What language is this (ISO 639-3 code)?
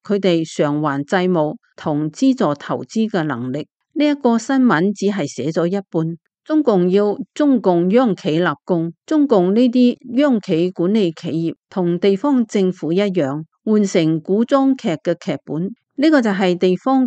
yue